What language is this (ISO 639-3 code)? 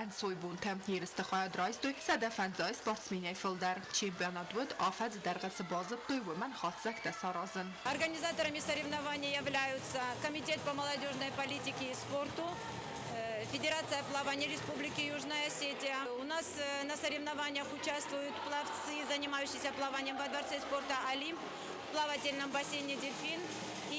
oss